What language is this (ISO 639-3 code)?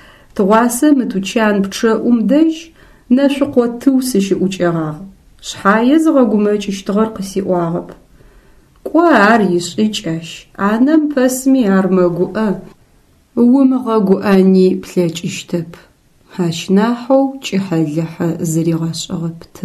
ady